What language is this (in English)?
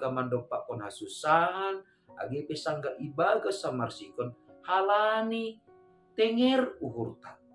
Batak Simalungun